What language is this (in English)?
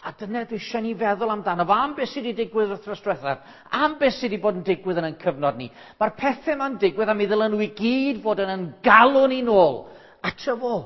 Welsh